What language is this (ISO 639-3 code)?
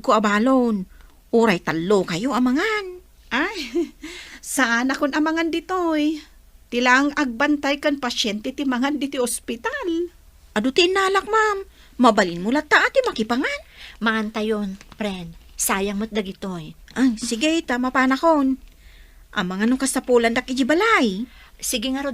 ilo